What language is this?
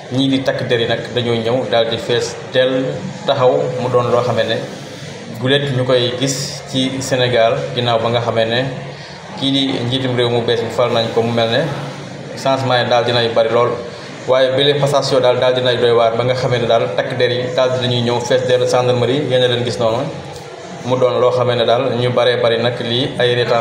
Wolof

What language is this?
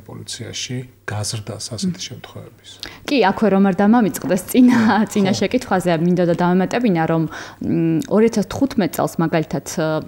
Georgian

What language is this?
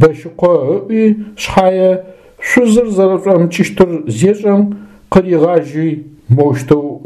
Adyghe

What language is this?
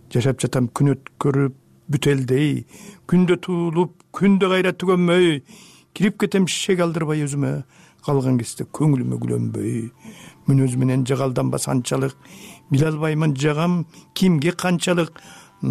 Kyrgyz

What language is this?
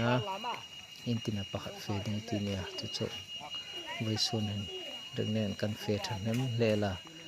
Hmar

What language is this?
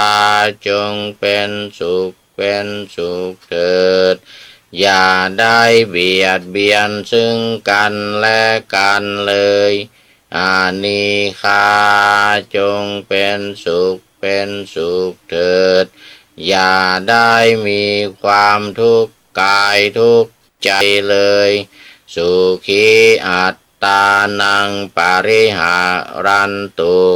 Pali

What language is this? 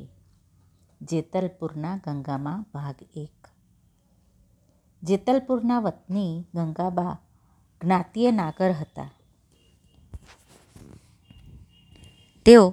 Gujarati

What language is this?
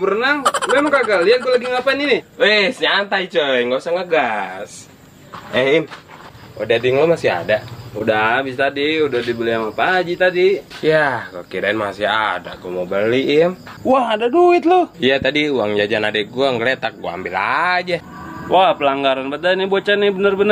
Betawi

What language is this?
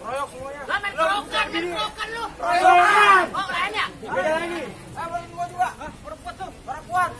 Betawi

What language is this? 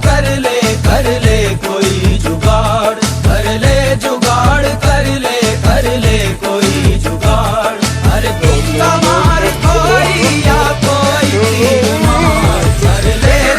Chhattisgarhi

